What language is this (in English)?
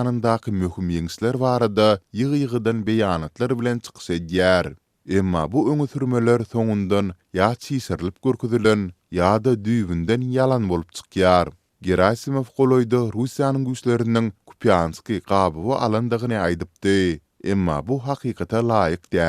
Turkmen